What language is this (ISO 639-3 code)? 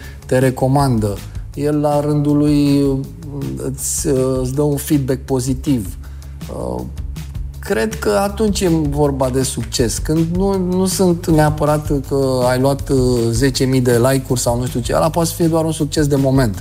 ron